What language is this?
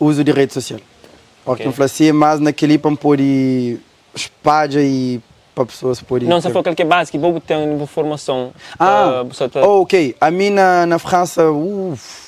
Kabuverdianu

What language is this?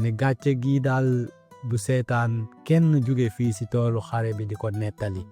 Wolof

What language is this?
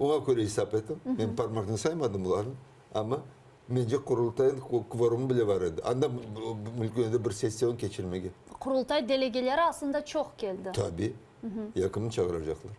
Crimean Tatar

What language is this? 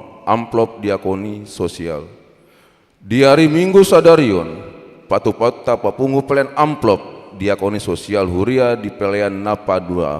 Batak Toba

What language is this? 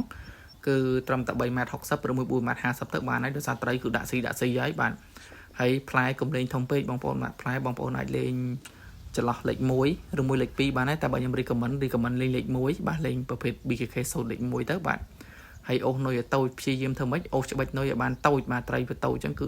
Khmer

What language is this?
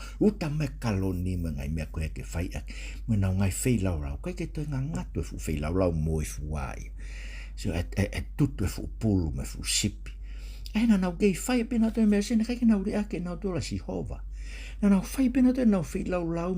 Tongan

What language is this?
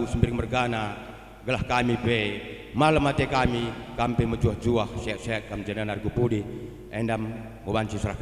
Batak Karo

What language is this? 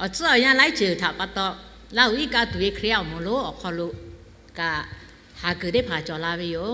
Lahu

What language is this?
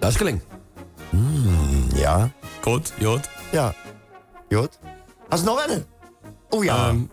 Limburgish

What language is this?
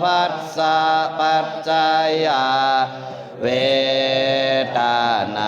Pali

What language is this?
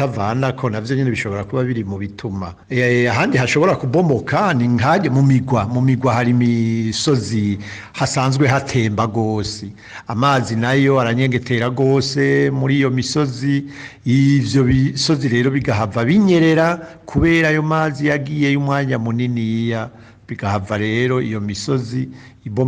Rundi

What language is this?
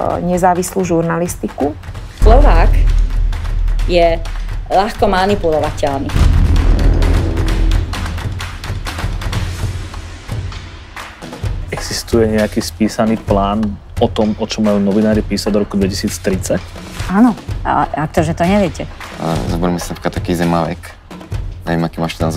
Slovak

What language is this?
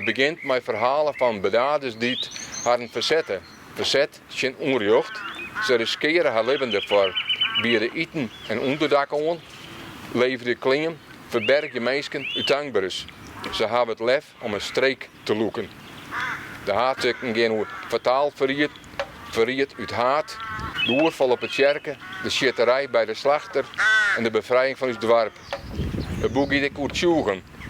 Western Frisian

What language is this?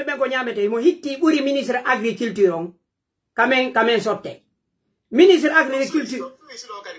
Pular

